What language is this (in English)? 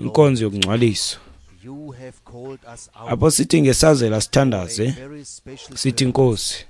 Xhosa